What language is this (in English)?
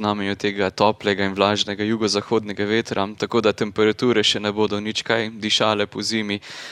Slovenian